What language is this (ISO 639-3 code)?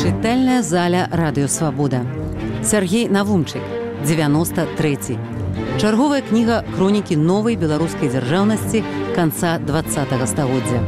bel